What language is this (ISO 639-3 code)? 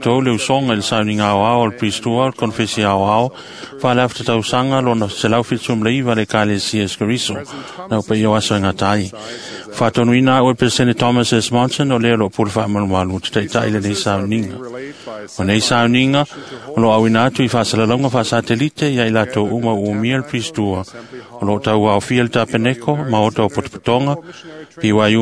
smo